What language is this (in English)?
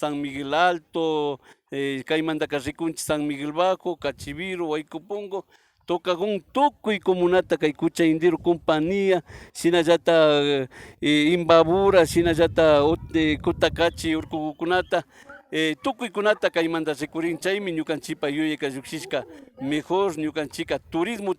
Imbabura Highland Quichua